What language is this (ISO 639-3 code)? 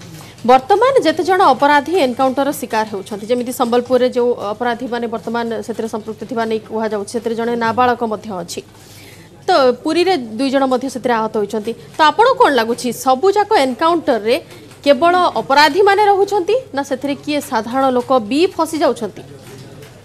ori